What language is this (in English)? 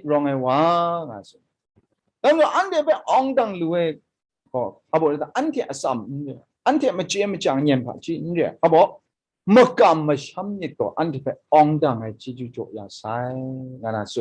Kachin